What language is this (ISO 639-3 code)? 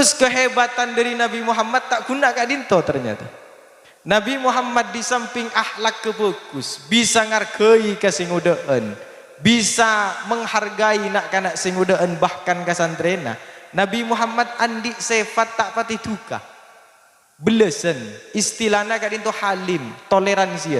mad